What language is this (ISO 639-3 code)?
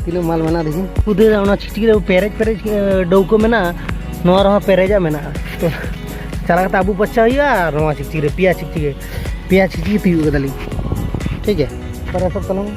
sat